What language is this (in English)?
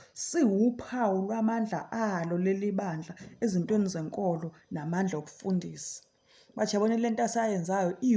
Zulu